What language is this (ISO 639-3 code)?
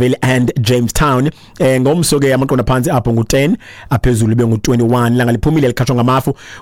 xho